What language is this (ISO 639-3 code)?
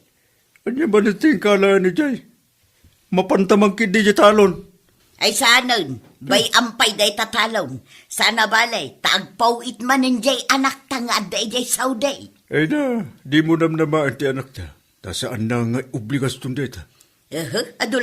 ilo